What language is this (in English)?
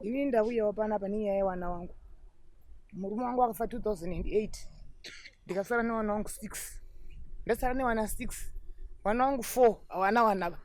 Shona